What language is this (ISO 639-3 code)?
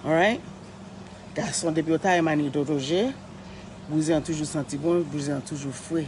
hat